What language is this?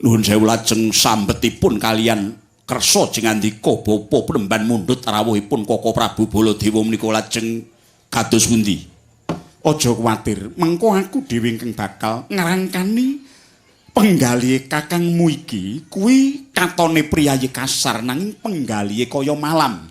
Javanese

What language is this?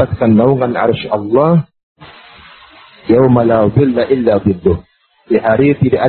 Indonesian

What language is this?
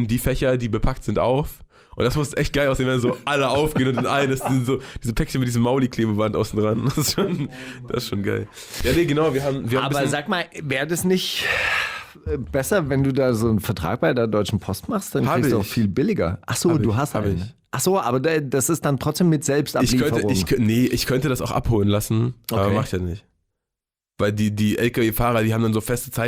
German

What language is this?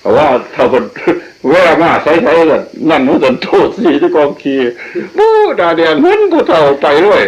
Northeastern Thai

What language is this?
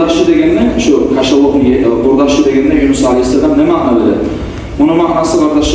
Kumyk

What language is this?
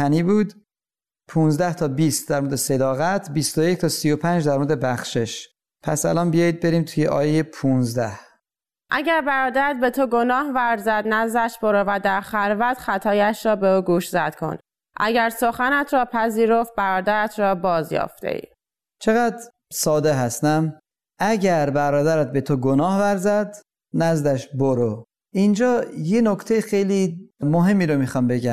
Persian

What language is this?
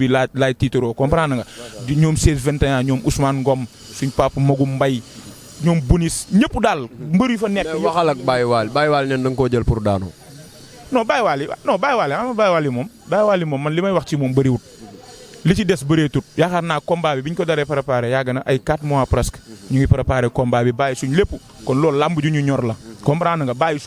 Wolof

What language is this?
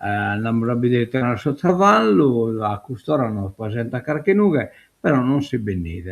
Sardinian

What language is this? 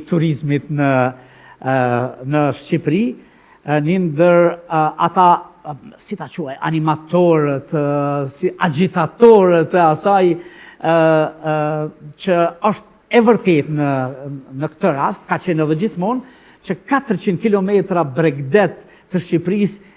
Albanian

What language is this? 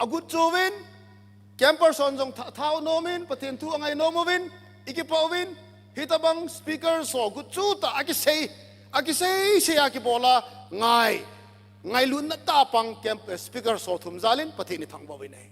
Thado Chin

